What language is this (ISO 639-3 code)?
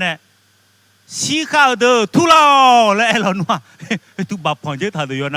ahk